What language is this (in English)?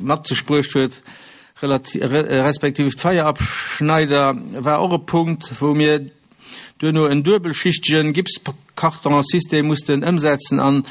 Luxembourgish